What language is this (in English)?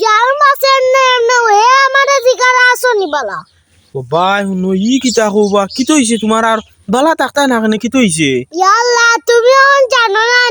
Sylheti